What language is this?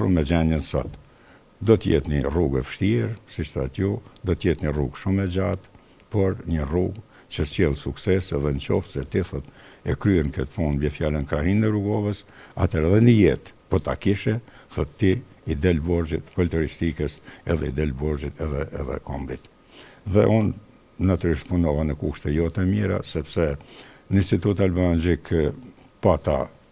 Albanian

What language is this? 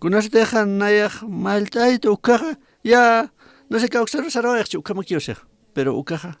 Aymara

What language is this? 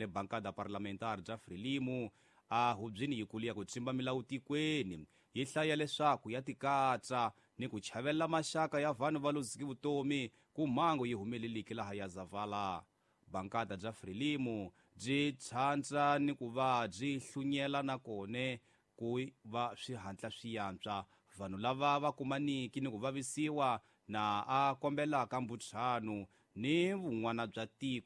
Tsonga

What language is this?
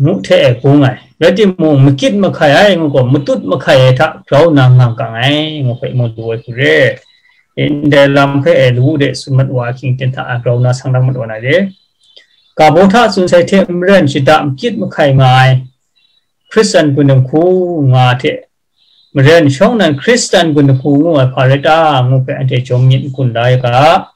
Kachin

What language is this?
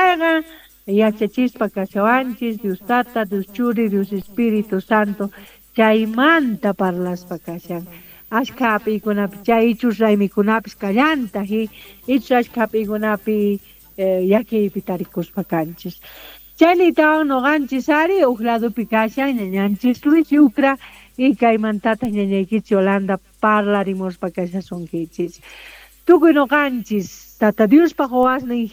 Quechua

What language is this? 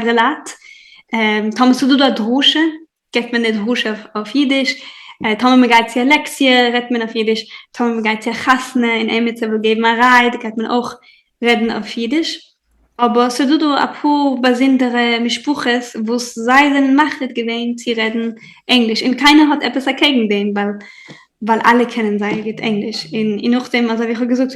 Yiddish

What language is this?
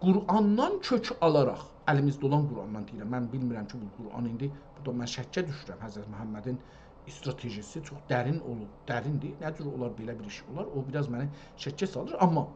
South Azerbaijani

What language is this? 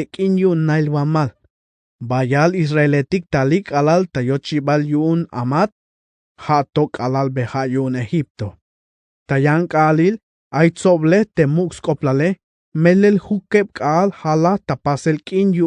Tzeltal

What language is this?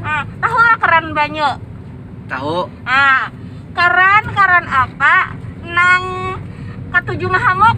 Banjar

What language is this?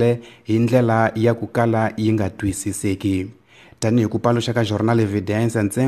Tsonga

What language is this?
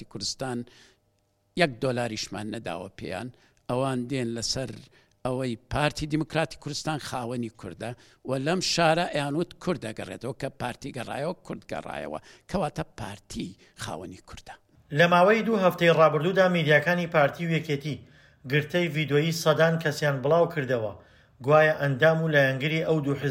Central Kurdish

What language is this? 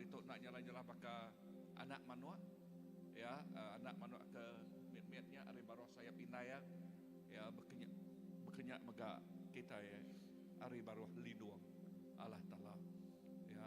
Iban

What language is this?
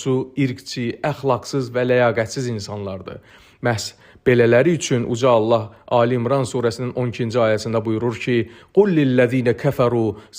Azerbaijani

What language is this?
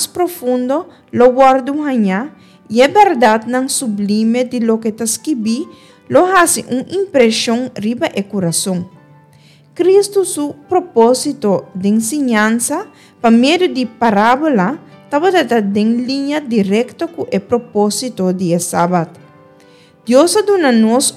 Papiamento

